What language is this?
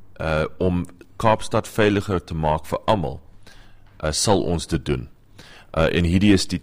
Afrikaans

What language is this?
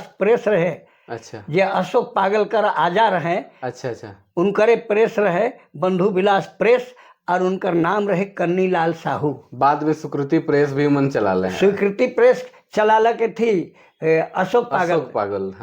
Sadri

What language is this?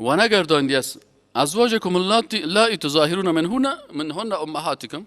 Persian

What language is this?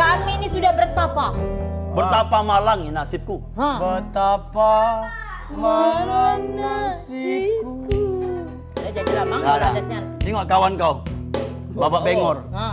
Musi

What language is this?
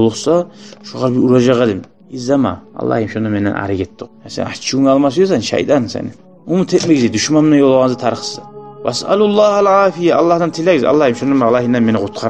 Kumyk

